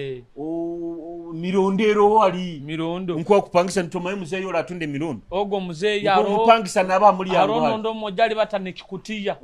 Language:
Nyoro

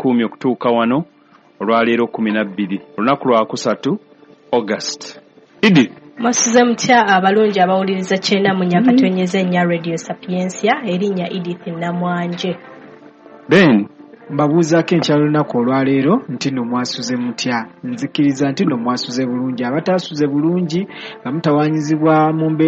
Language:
Ganda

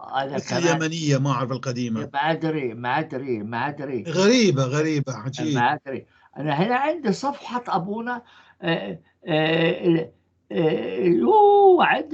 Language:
North Levantine Arabic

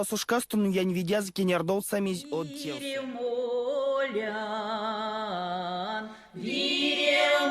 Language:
Erzya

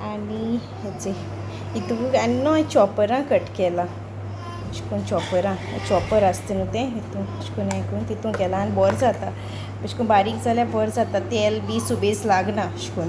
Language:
Konkani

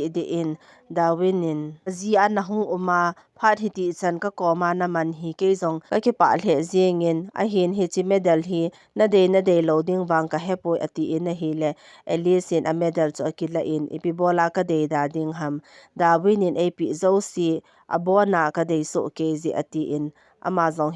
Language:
Thado Chin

